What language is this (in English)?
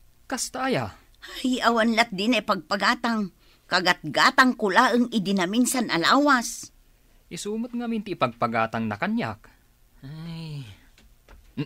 Iloko